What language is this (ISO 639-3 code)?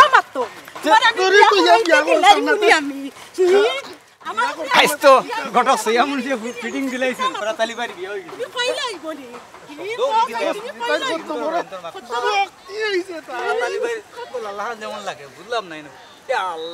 syl